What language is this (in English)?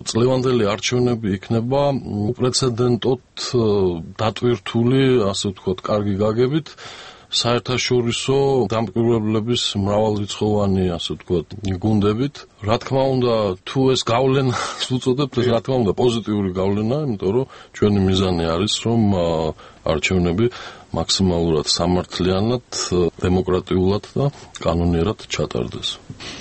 Georgian